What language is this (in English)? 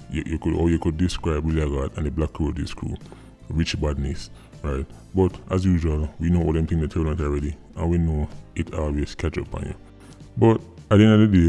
Jamaican Creole English